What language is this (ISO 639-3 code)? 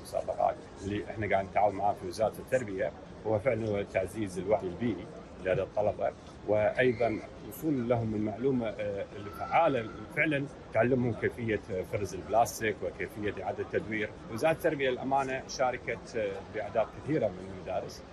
afb